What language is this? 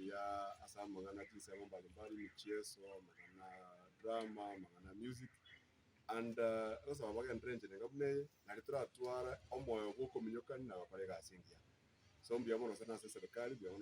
Gusii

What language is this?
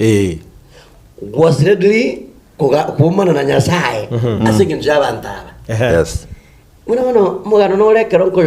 Gusii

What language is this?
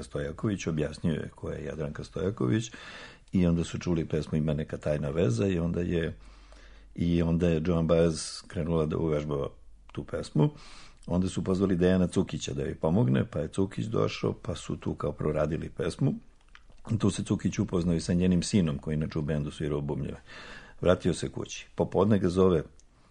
Serbian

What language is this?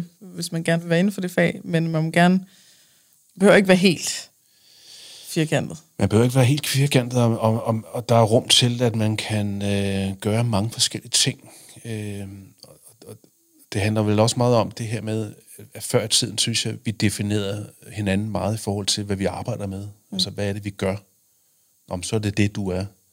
Danish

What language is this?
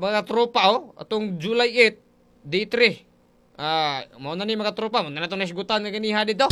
Cebuano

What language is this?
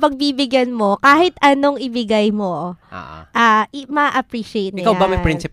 Filipino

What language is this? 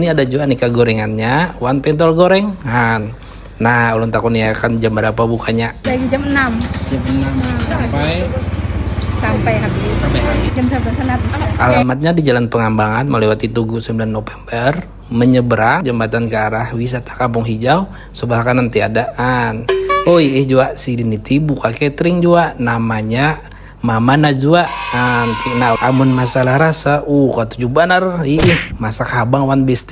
Banjar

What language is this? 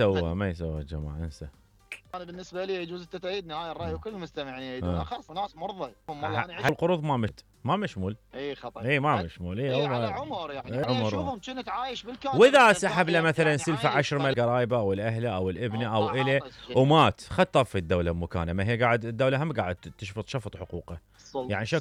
Mesopotamian Arabic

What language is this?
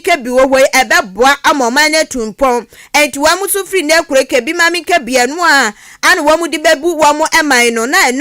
Akan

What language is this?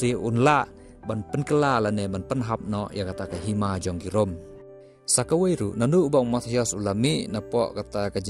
Khasi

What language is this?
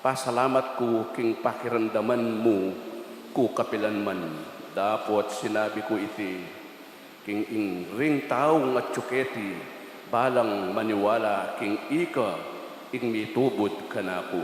Pampanga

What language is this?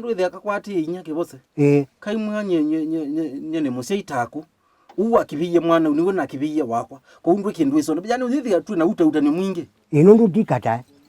Kamba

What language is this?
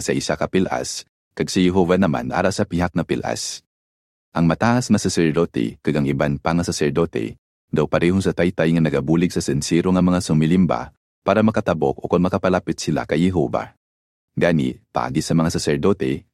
Hiligaynon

